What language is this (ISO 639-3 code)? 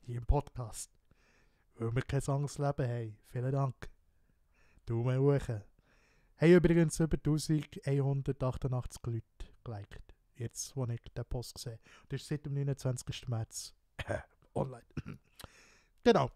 gsw